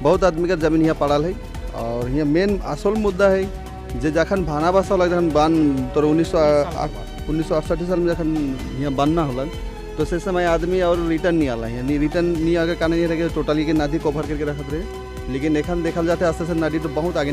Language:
Sadri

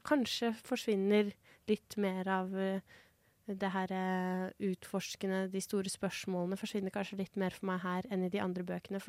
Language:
Norwegian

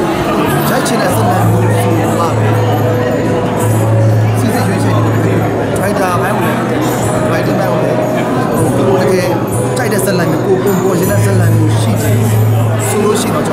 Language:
Burmese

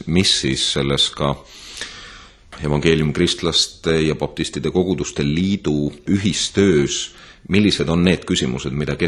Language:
Estonian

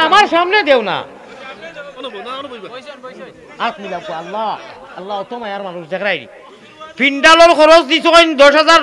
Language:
Sylheti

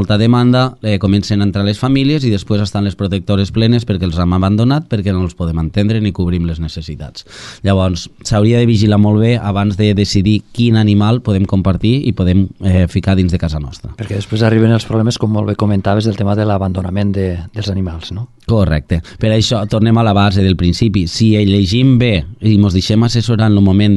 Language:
Catalan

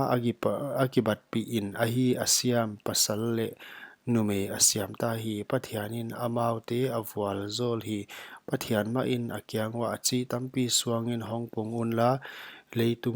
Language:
Paite Chin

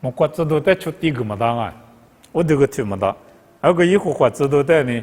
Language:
Lisu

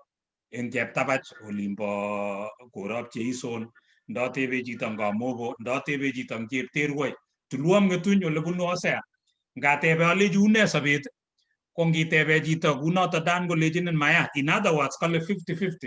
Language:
Kalenjin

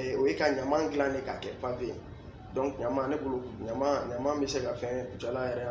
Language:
Bambara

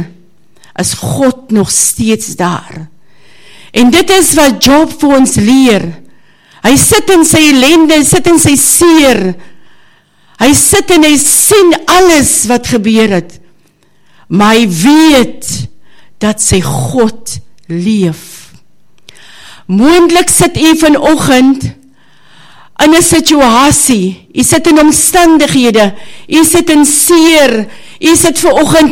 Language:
Afrikaans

